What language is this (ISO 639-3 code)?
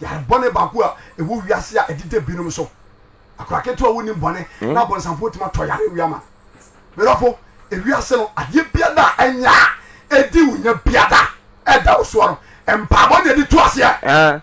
aka